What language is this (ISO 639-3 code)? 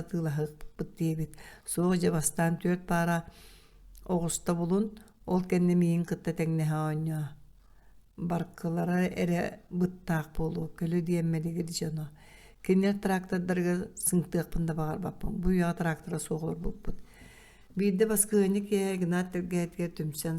sah